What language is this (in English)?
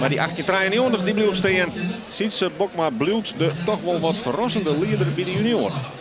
Western Frisian